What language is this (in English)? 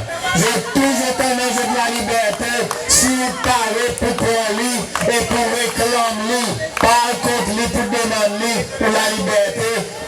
Seselwa Creole French